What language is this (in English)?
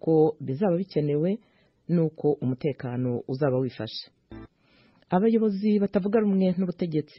Kinyarwanda